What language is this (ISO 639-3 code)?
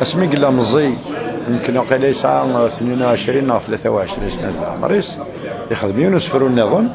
kab